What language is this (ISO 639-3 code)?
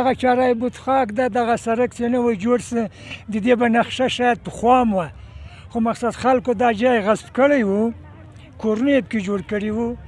pus